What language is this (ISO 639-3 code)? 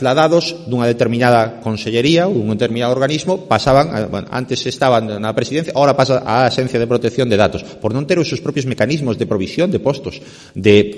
glg